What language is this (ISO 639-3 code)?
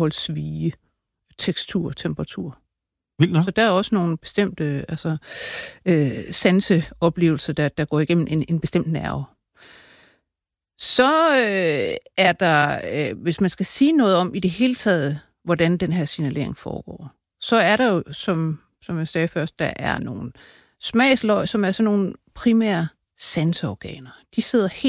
dan